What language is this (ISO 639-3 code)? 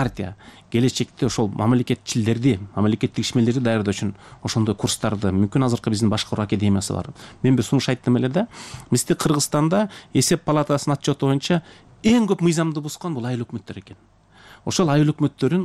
kir